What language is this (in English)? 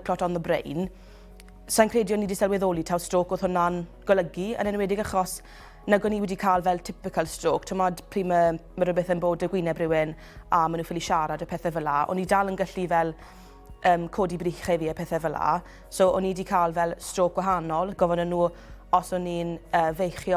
Welsh